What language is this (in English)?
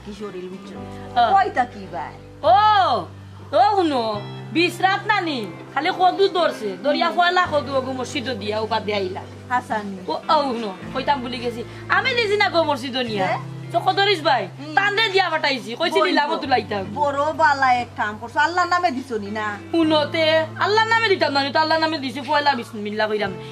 Sylheti